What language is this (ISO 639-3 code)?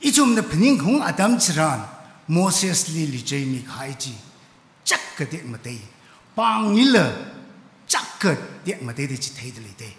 nmf